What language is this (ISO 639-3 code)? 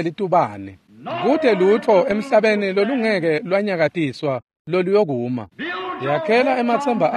ssw